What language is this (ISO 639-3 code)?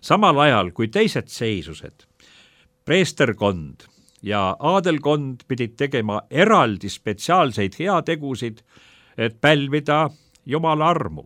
est